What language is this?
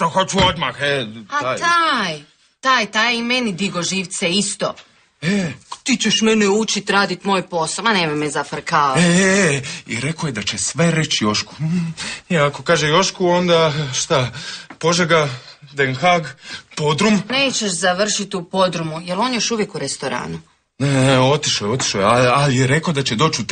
Croatian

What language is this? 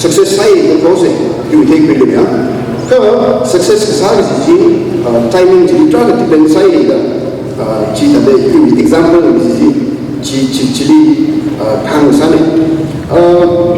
Tangkhul Naga (India)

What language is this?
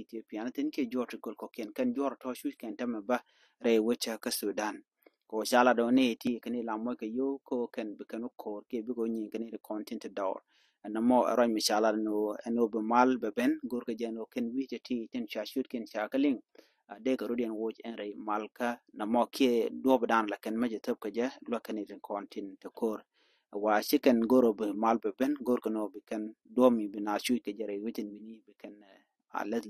Nuer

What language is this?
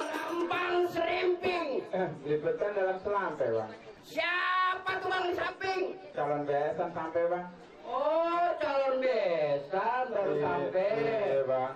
Betawi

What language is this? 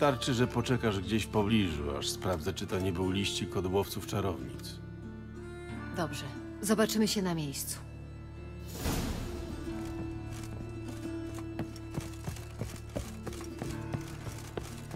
Polish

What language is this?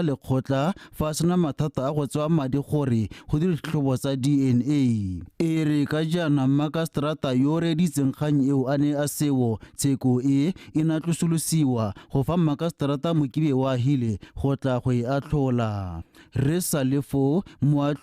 Tswana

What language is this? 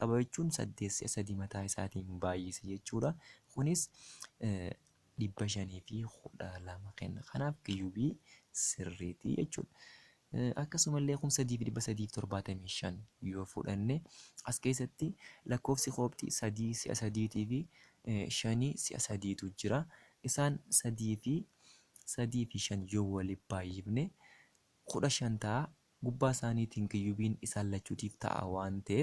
Oromo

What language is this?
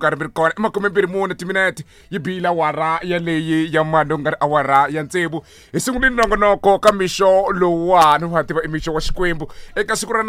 Tsonga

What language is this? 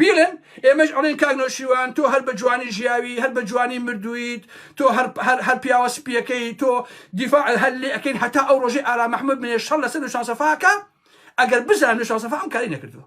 Central Kurdish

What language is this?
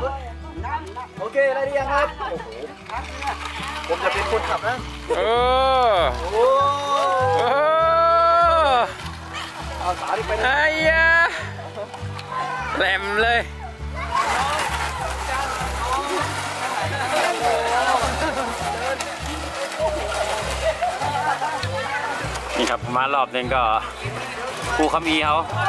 Thai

